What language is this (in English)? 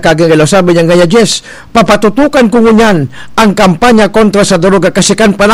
Bikol